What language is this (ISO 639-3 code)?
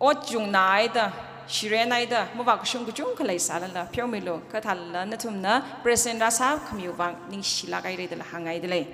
nmf